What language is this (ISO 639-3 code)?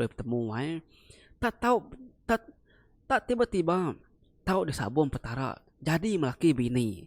iba